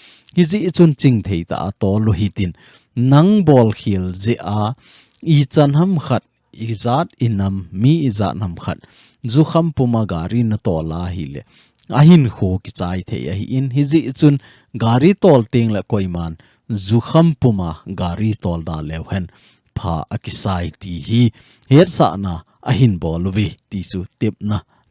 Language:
Thado Chin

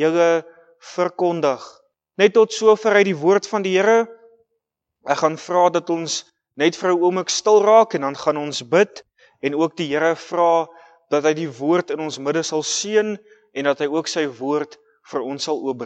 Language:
Afrikaans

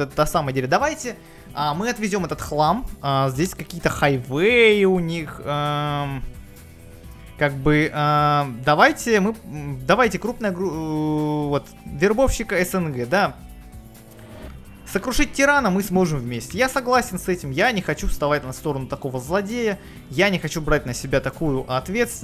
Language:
Russian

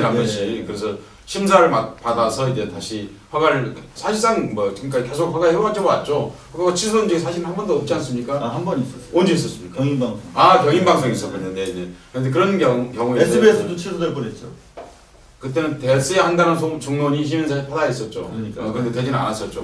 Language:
Korean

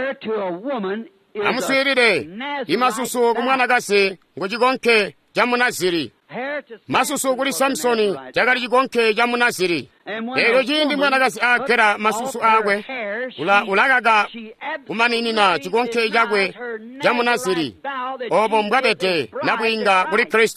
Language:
Tonga (Zambia)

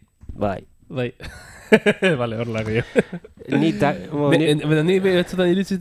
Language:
Basque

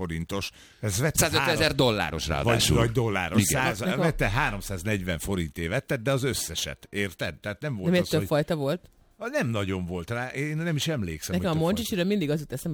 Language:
Hungarian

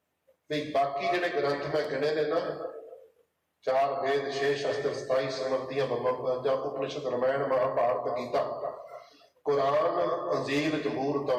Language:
Punjabi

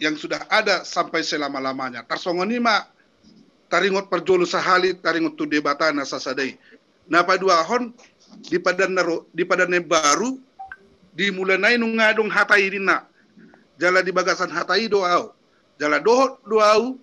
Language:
Batak Toba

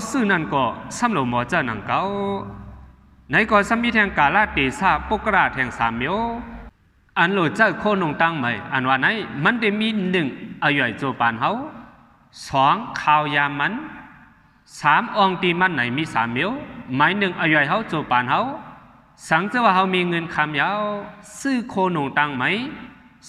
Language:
Shan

